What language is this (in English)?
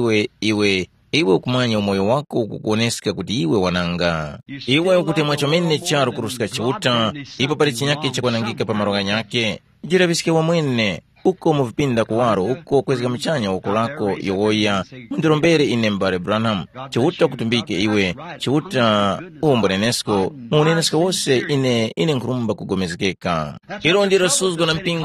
Tumbuka